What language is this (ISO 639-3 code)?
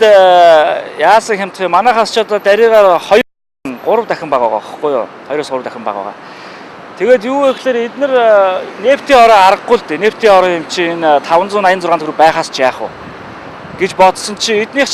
mon